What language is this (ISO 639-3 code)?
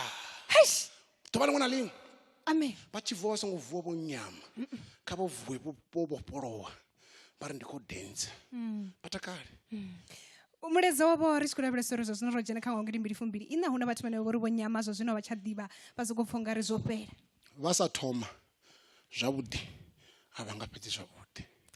ven